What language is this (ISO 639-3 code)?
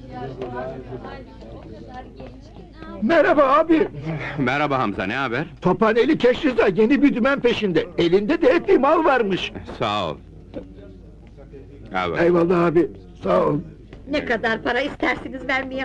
tur